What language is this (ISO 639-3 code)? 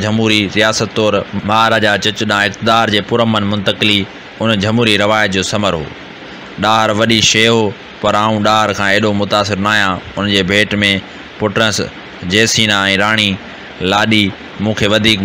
snd